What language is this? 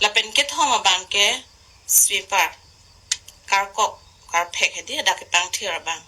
Karbi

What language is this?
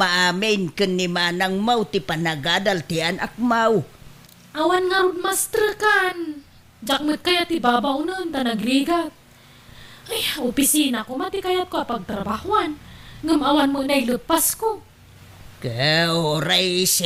Iloko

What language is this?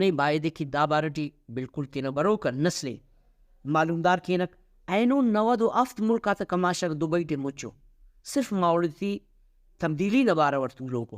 Brahui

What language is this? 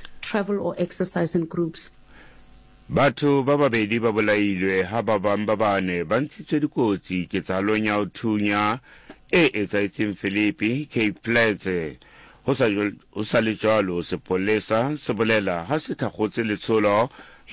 Southern Sotho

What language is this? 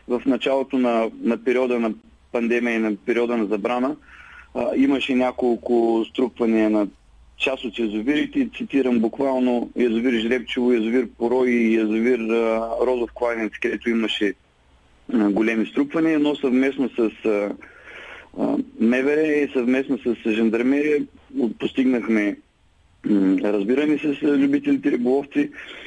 Bulgarian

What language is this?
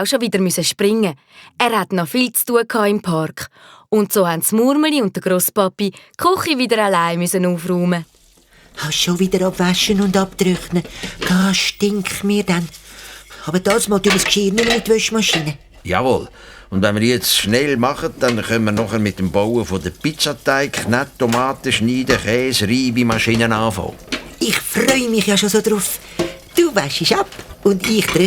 Swiss German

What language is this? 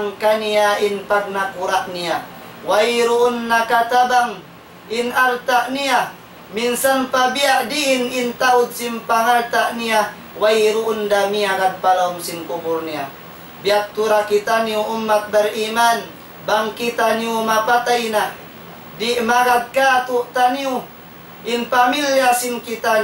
Tausug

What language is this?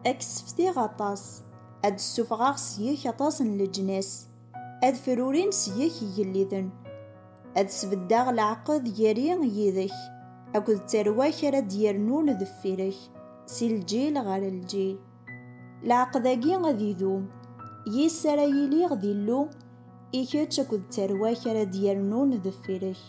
Kabyle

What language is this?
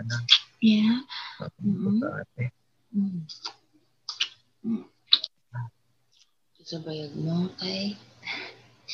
Filipino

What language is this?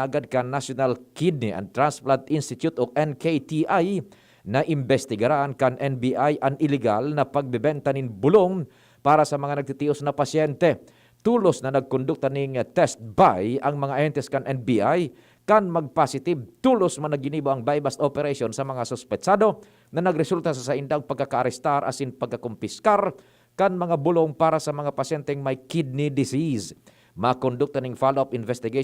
Bikol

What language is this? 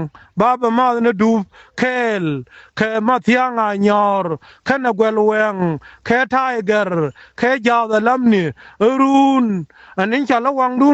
Nuer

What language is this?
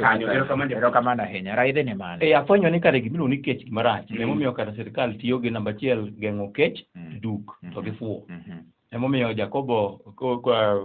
Luo (Kenya and Tanzania)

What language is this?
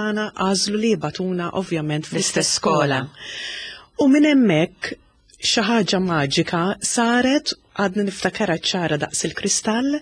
Maltese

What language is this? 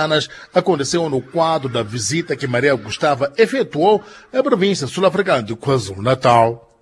Portuguese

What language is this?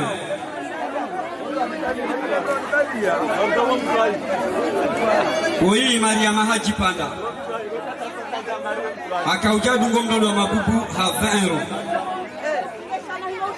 Swahili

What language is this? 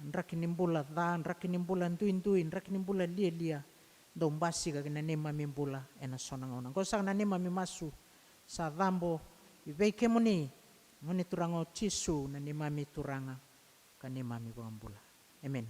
Fijian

